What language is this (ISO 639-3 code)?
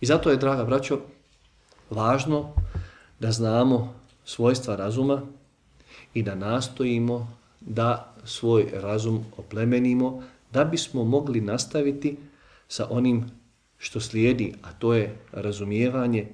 bos